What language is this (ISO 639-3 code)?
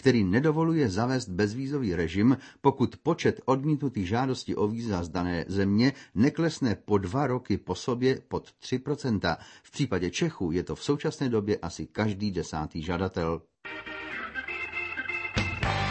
ces